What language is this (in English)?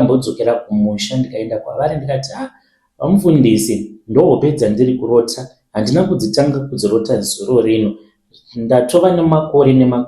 Shona